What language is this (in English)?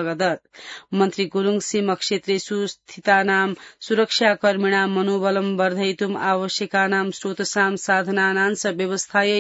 Sanskrit